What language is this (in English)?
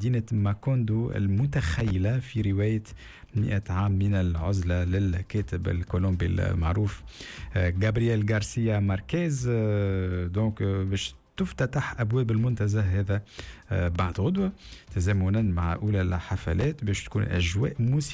Tunisian Arabic